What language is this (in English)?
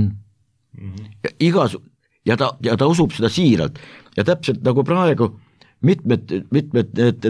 Estonian